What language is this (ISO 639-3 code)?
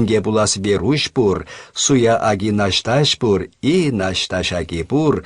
chv